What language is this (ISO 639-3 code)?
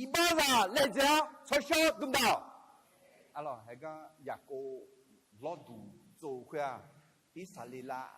ahk